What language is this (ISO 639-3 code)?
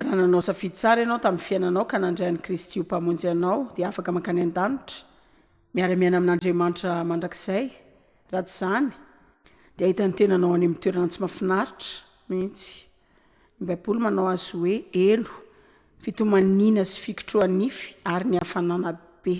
mlg